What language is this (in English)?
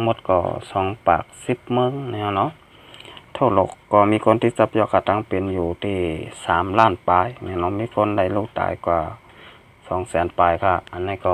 Shan